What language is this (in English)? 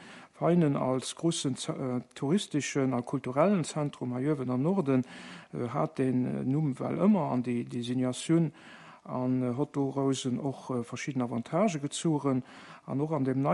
Luxembourgish